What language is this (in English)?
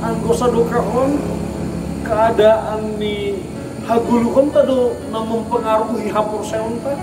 Batak Simalungun